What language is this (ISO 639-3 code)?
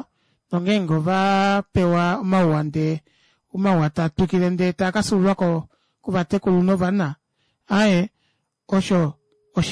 kua